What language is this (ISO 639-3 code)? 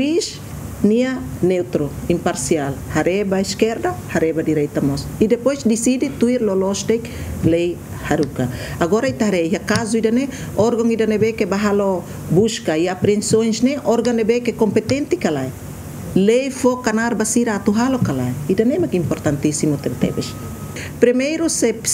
tet